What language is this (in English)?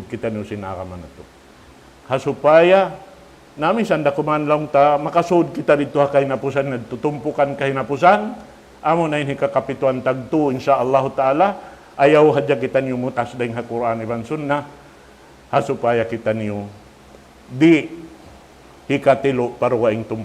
Tausug